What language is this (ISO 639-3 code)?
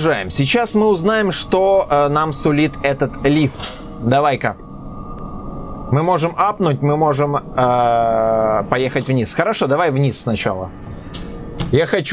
rus